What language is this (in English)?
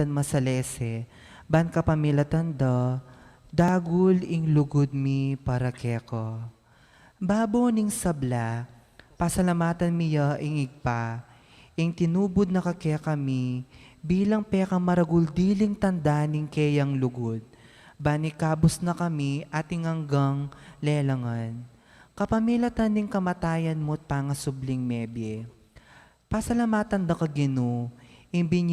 Pampanga